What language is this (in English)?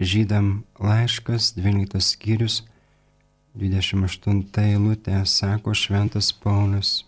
Lithuanian